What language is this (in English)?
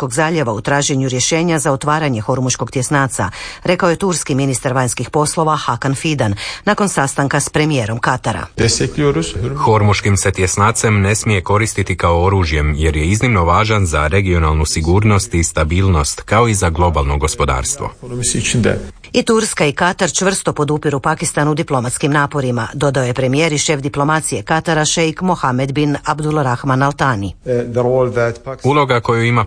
Croatian